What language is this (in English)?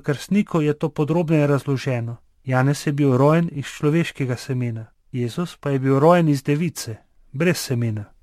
Slovenian